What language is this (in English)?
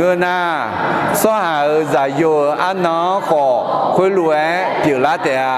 Akha